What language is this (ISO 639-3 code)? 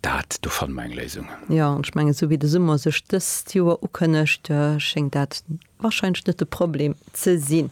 ltz